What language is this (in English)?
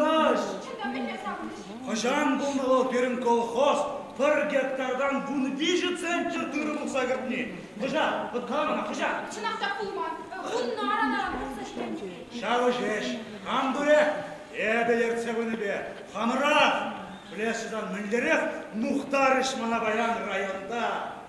Chuvash